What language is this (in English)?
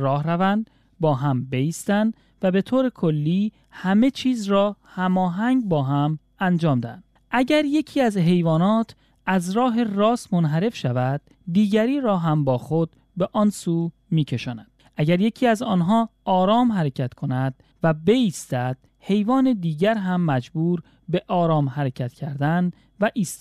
Persian